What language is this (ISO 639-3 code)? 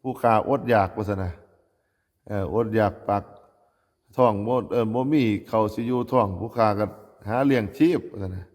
tts